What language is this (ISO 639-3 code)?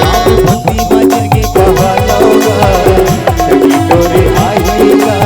hne